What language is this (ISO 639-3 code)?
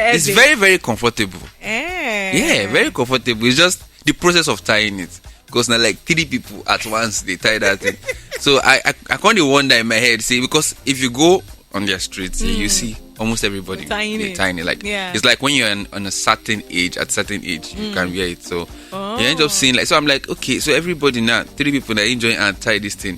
pcm